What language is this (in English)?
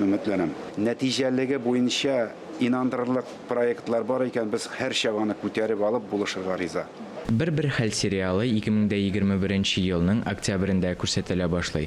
Tatar